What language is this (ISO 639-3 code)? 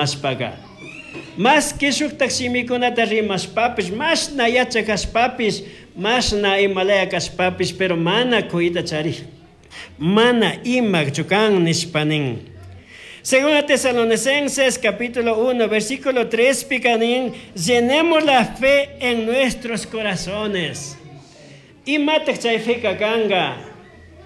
qug